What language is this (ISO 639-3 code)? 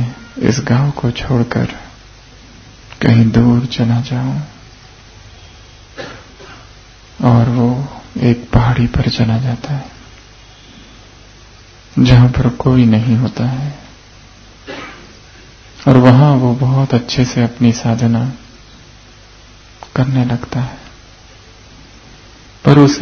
hin